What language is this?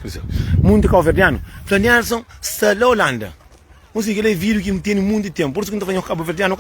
Kabuverdianu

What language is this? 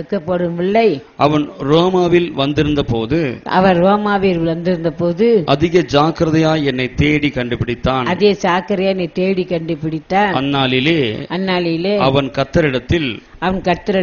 Tamil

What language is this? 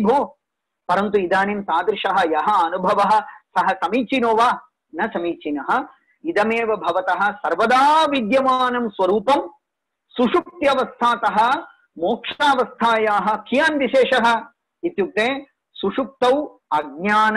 Sanskrit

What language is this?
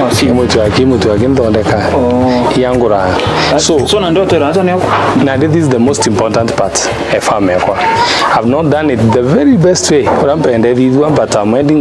Meru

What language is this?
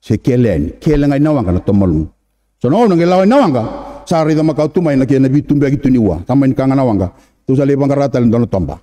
Fijian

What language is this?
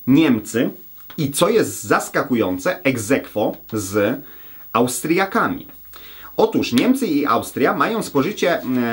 Polish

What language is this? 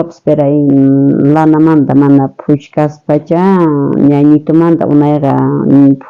South Bolivian Quechua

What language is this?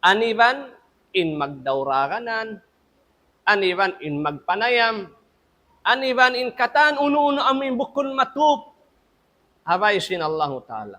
Tausug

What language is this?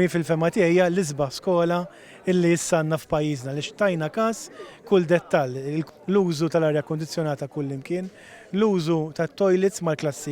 Maltese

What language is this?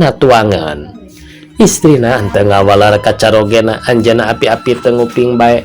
Sundanese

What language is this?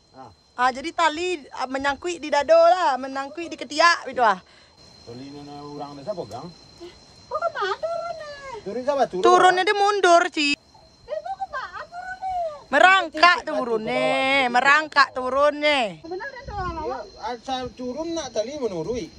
Minangkabau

